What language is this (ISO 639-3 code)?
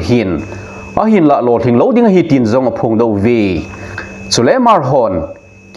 tcz